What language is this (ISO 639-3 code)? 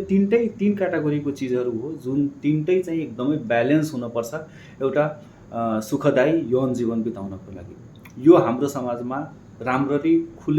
nep